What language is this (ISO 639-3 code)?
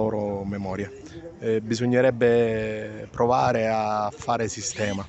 ita